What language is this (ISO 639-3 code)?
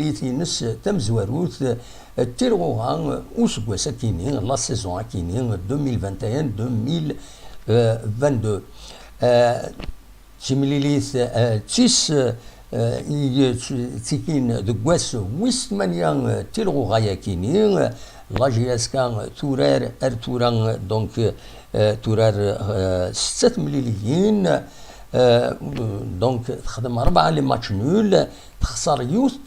kab